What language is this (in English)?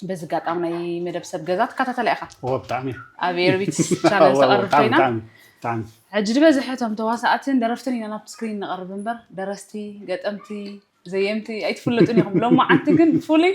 Tigrinya